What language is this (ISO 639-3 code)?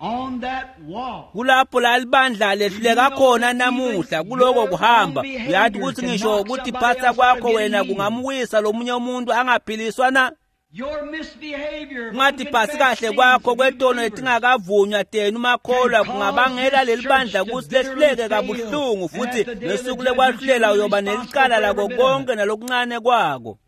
ssw